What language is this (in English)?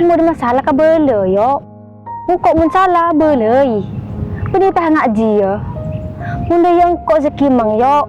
Madurese